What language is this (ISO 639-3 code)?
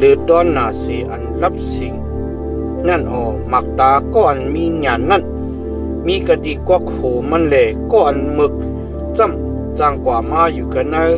shn